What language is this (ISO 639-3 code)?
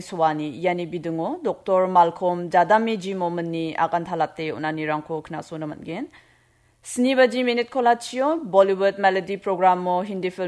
grt